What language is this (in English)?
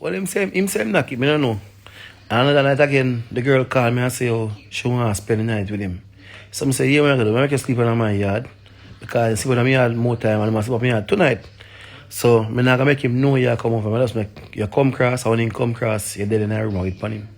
Jamaican Creole English